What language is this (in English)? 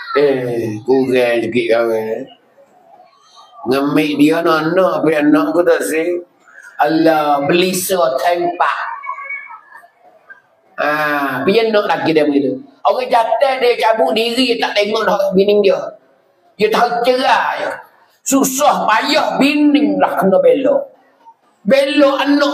Pattani Malay